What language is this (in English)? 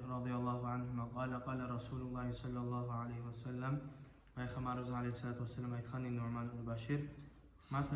Kumyk